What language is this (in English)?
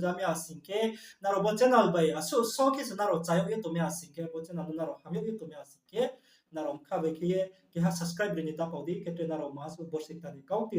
Riang (India)